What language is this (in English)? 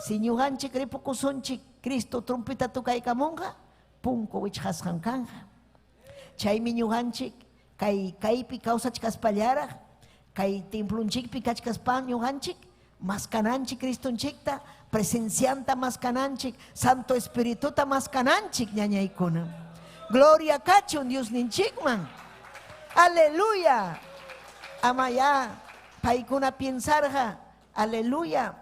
Ayacucho Quechua